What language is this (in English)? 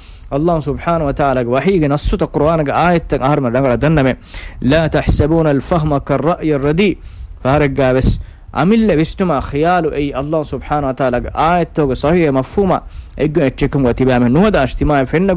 Divehi